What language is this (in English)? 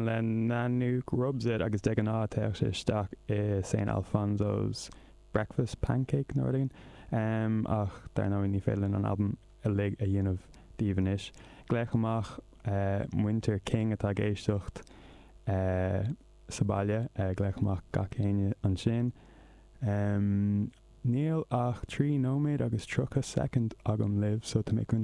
Irish